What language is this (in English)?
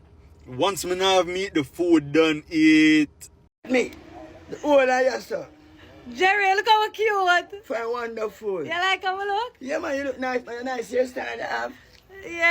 Jamaican Creole English